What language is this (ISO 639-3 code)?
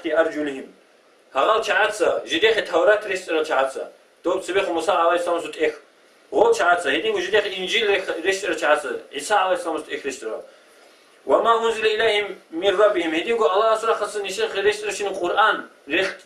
ava